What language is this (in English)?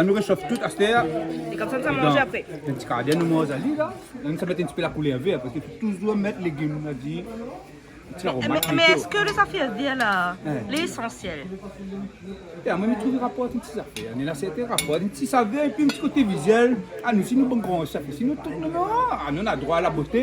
Réunion Creole French